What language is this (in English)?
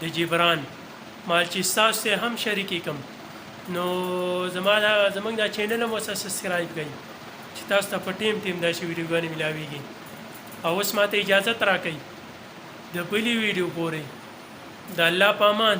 Pashto